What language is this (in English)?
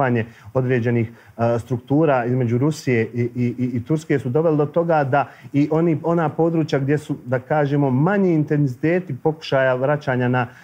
Bosnian